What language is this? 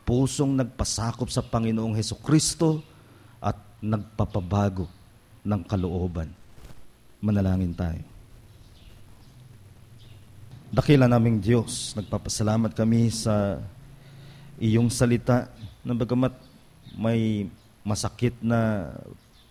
Filipino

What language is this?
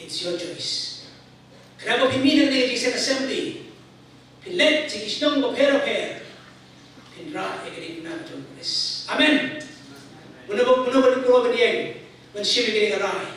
Khasi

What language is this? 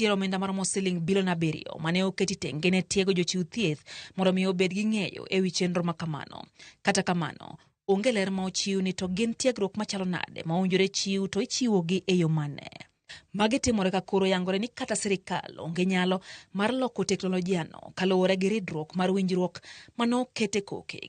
Luo (Kenya and Tanzania)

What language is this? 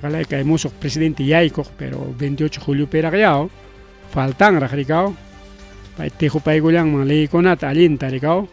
Ayacucho Quechua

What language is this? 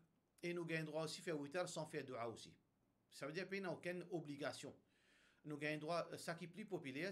Morisyen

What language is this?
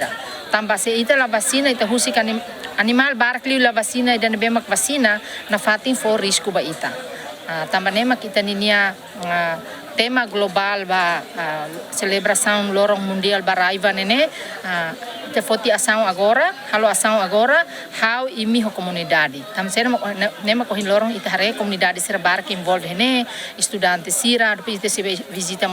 Tetum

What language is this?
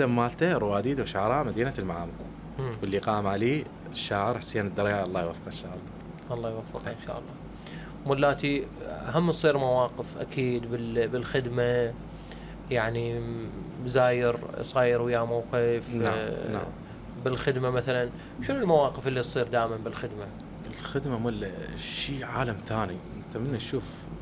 Mesopotamian Arabic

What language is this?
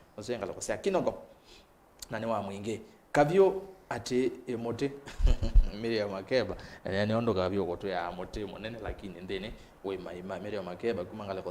Kamba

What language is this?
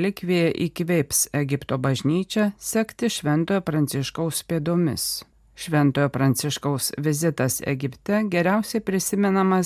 Lithuanian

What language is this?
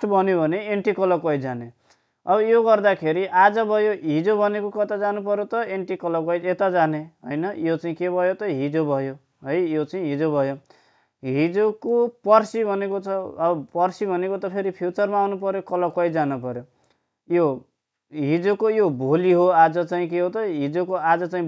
Nepali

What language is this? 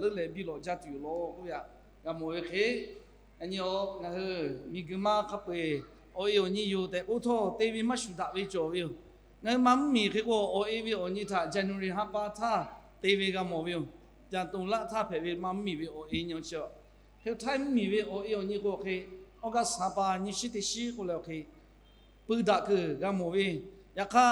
Lahu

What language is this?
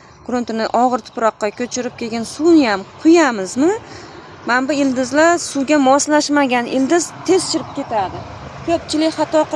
Uzbek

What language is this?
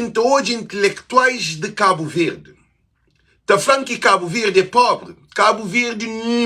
Kabuverdianu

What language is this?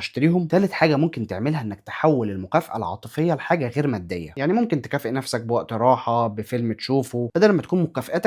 Egyptian Arabic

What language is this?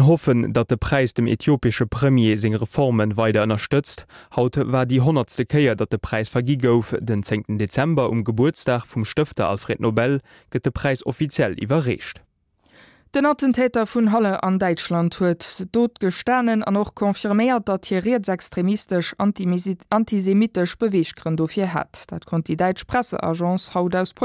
Luxembourgish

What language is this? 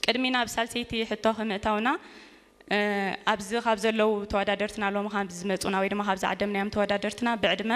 Tigrinya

